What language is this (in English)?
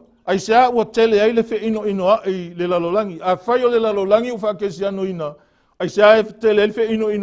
Samoan